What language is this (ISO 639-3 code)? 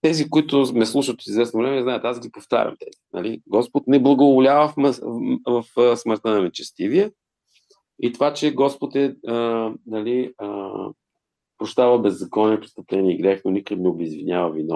bul